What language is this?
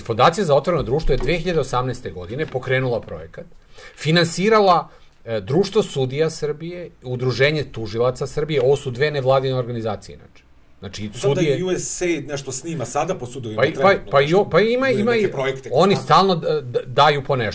Serbian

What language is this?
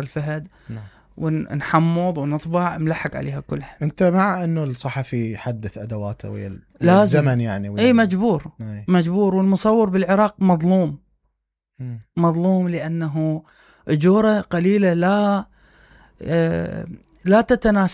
Mesopotamian Arabic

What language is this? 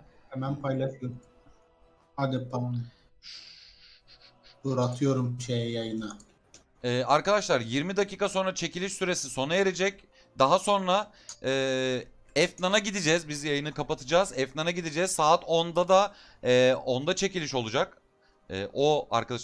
Turkish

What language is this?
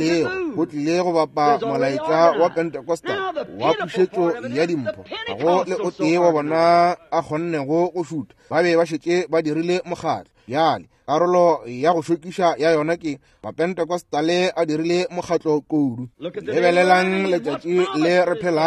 Northern Sotho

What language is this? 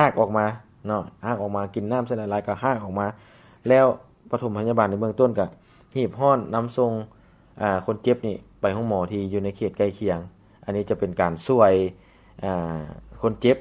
Lao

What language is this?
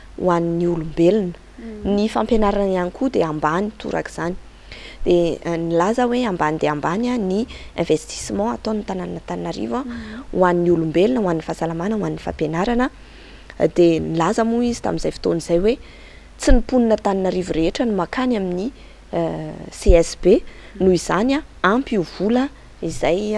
Malagasy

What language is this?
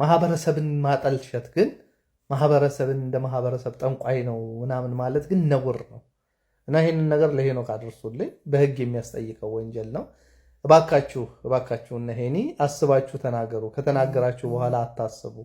Amharic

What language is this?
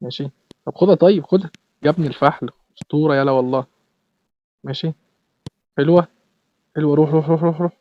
Egyptian Arabic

